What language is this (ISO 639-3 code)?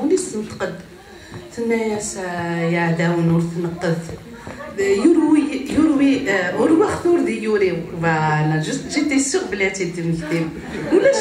kab